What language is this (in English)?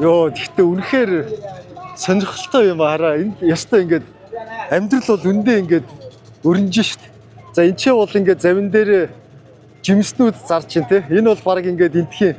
Mongolian